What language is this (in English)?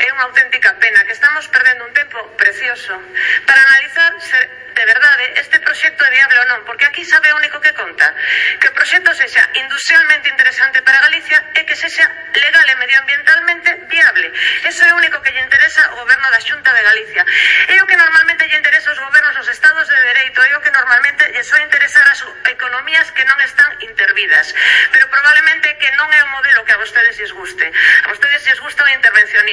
Galician